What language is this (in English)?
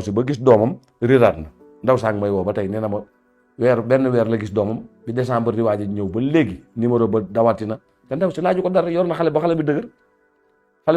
Wolof